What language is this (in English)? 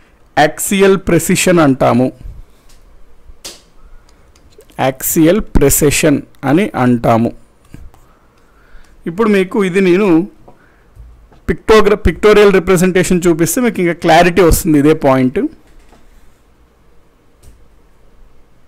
Telugu